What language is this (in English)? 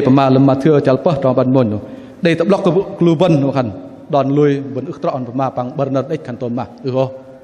Bahnar